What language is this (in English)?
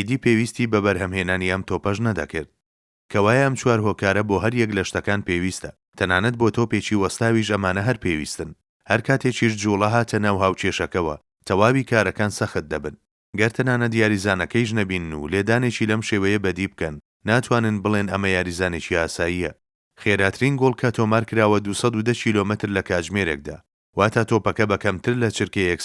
Central Kurdish